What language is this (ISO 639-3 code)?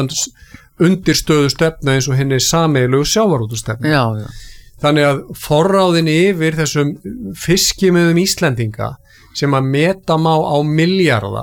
isl